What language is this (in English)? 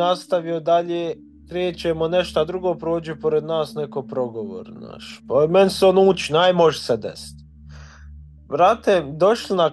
Bosnian